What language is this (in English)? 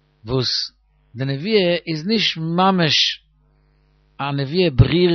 Yiddish